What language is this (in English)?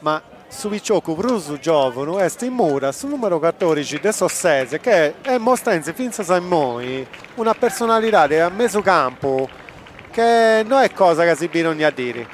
Sardinian